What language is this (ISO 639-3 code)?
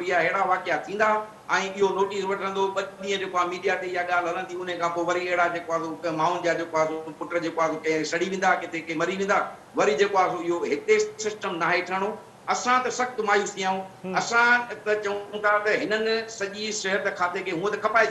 snd